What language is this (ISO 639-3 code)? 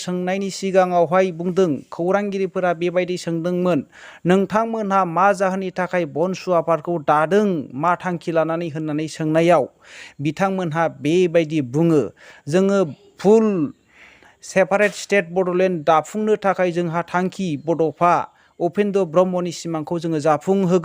brx